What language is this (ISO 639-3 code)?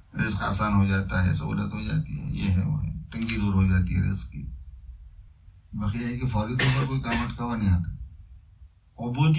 urd